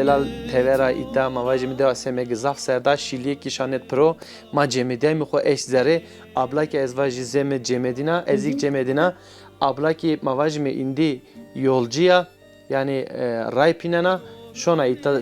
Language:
Zaza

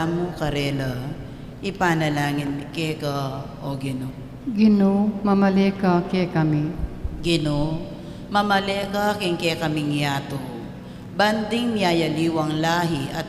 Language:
Pampanga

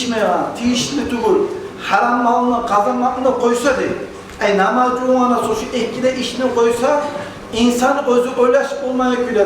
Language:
Kumyk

